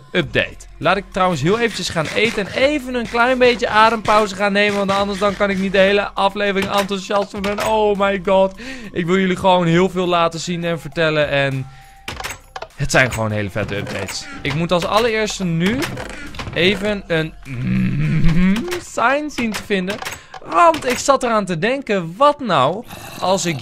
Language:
Dutch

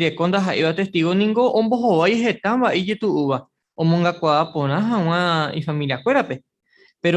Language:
Guarani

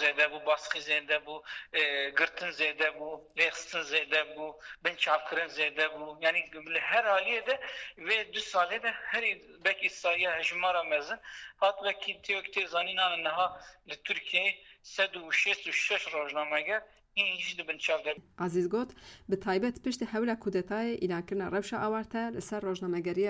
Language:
Kurdish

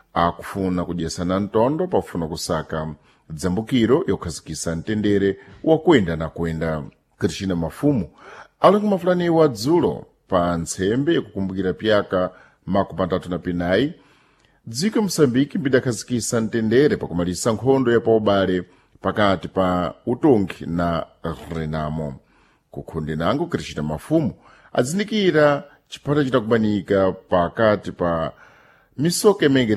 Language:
Sena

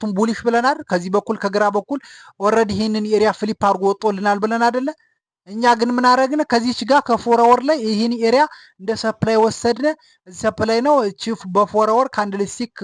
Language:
Amharic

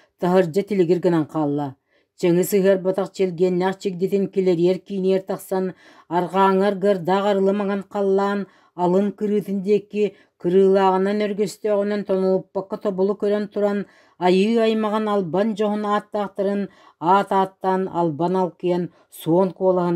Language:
Yakut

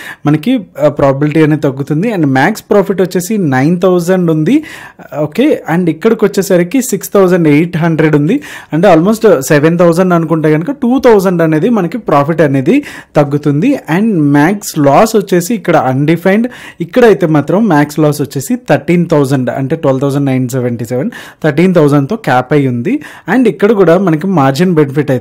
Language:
Telugu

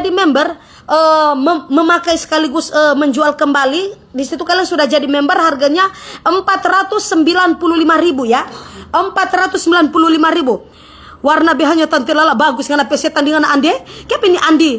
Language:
Manado Malay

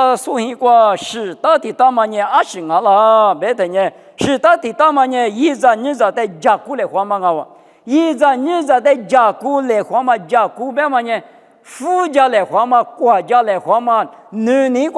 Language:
Lisu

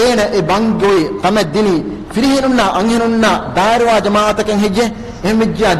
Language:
Divehi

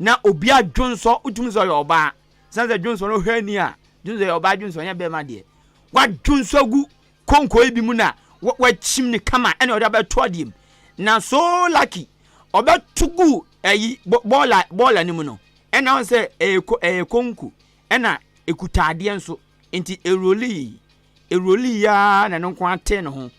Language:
Akan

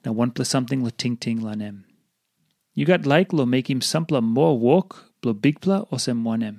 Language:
Tok Pisin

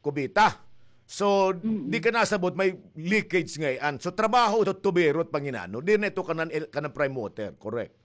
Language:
Waray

